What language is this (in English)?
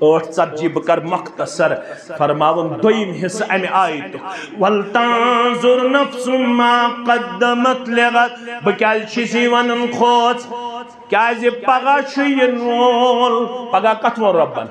Kashmiri